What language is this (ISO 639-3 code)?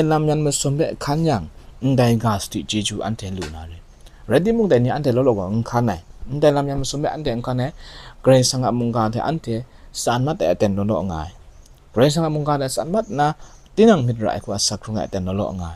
kac